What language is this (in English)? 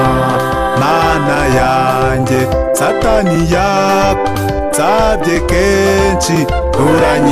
Kinyarwanda